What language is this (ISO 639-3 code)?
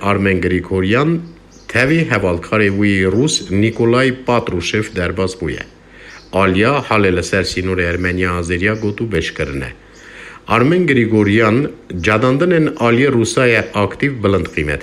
kur